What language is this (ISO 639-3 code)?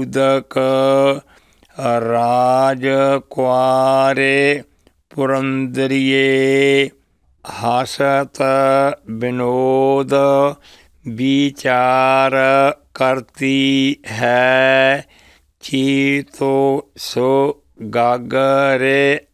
pan